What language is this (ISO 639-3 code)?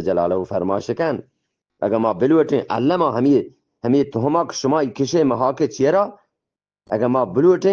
bgp